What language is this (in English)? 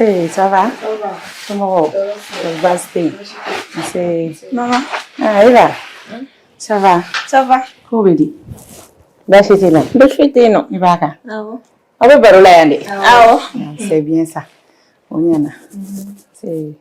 Bambara